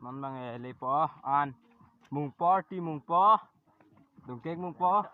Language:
Karbi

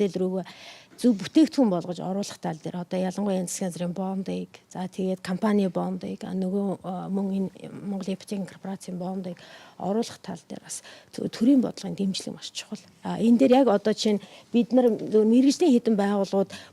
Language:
Mongolian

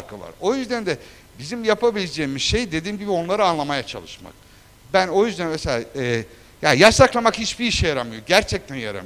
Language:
Turkish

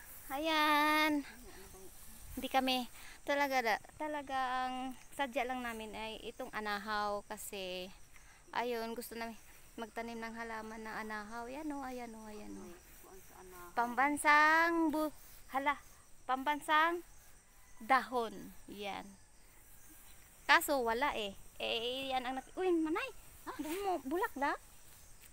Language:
Filipino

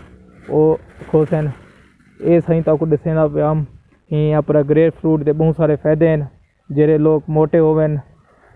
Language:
Saraiki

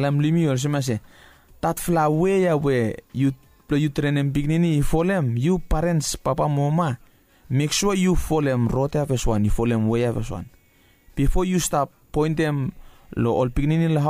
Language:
Bislama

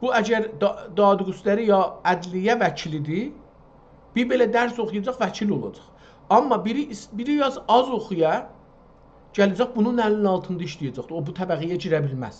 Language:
South Azerbaijani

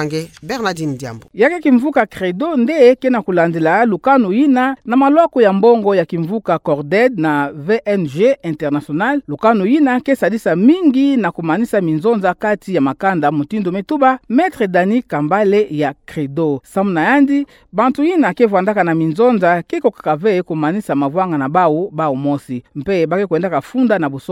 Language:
Kituba (Democratic Republic of Congo)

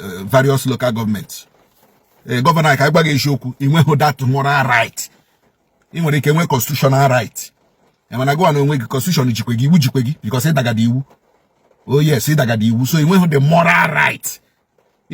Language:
Igbo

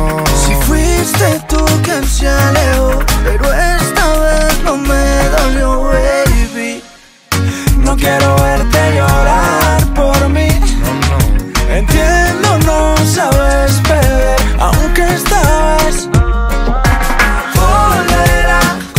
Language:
Spanish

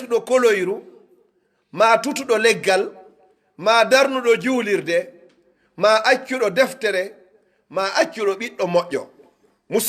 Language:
Pular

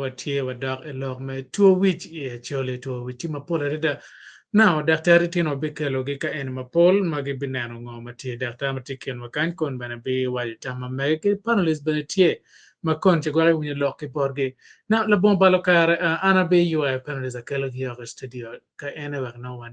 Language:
Acoli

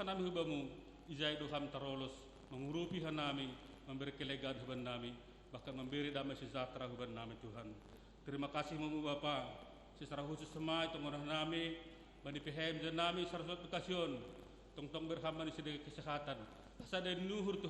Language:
Batak Simalungun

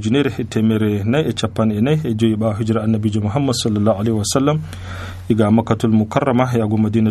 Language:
Nigerian Fulfulde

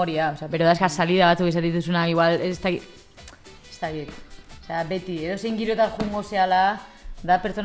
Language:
Basque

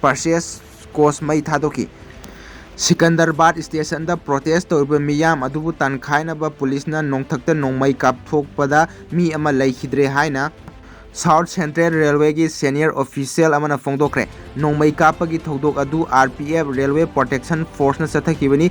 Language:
Manipuri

